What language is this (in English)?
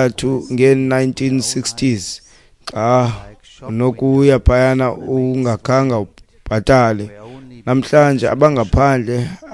Xhosa